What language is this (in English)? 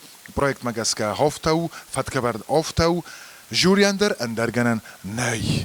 Ossetic